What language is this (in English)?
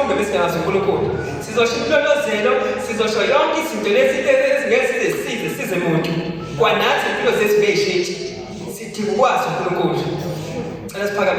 Zulu